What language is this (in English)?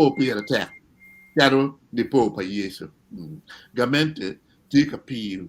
Acoli